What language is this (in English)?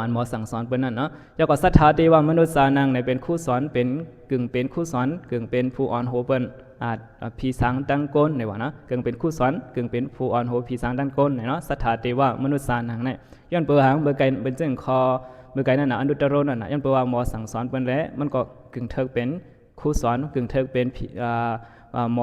Shan